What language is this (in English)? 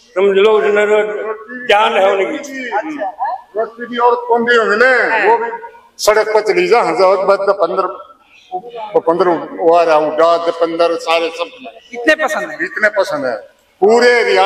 Hindi